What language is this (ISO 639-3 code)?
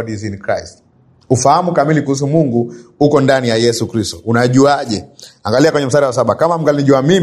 swa